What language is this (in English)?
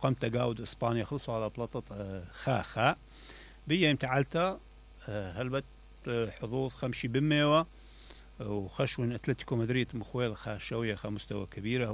Mesopotamian Arabic